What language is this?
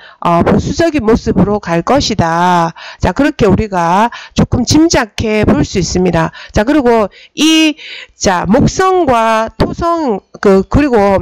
Korean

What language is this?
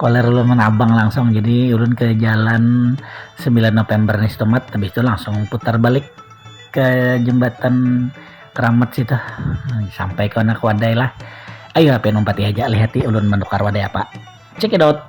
Banjar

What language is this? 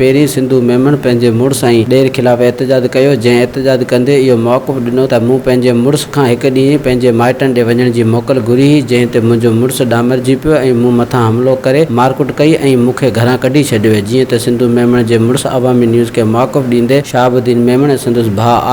Sindhi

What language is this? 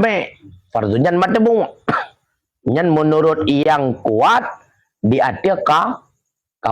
Achinese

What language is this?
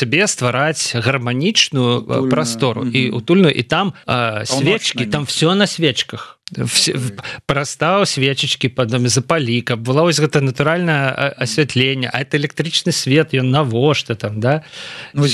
Belarusian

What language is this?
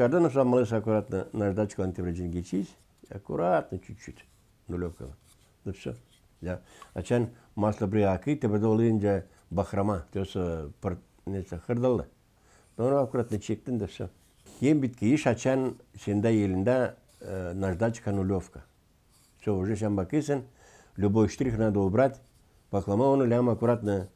Gagauz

